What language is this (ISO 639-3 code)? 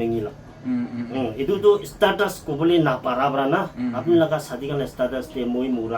nag